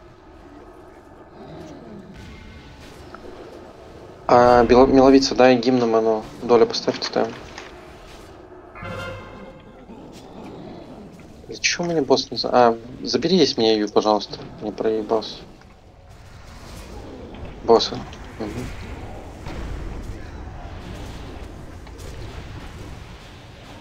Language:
Russian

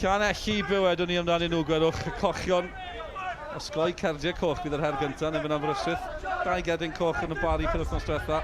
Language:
Welsh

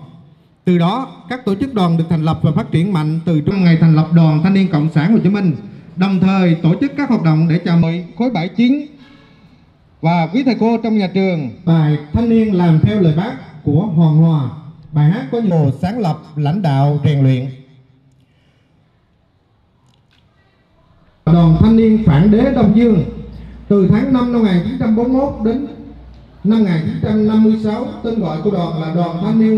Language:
Vietnamese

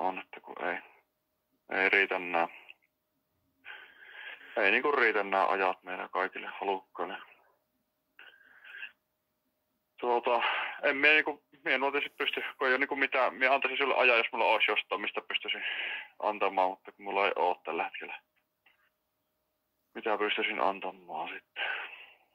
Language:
Finnish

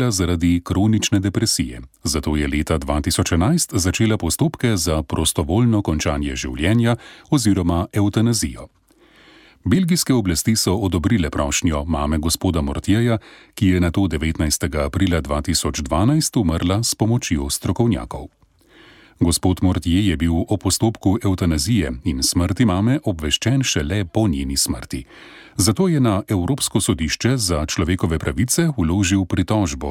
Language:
Slovenian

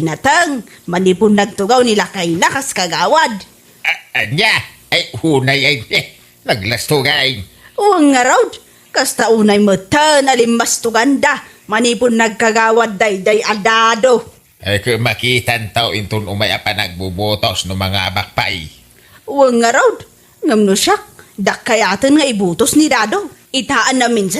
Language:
Iloko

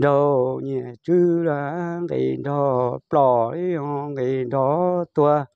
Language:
Hmong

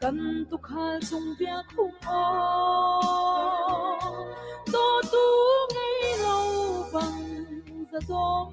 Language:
Hakha Chin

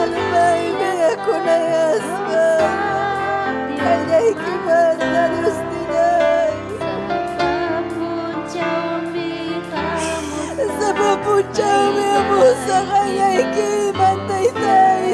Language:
Ayacucho Quechua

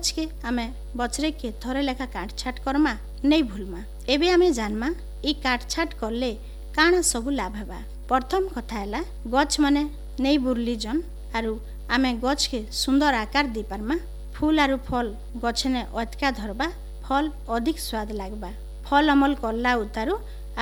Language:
Odia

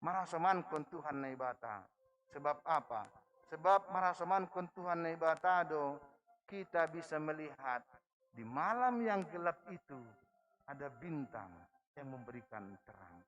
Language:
Batak Simalungun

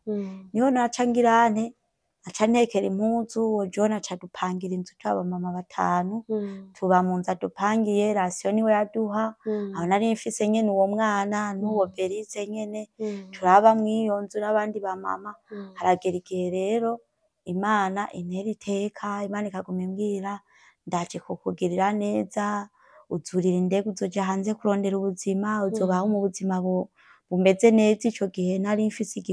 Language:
Rundi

